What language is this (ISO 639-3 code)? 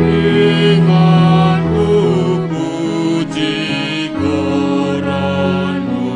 bts